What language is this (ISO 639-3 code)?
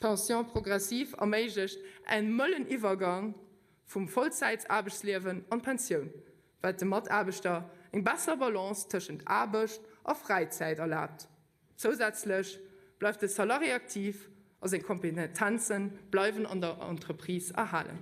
ltz